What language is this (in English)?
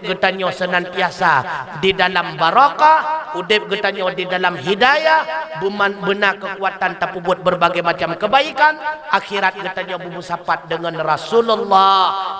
Achinese